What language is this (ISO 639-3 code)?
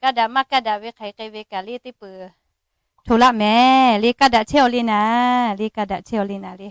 lhu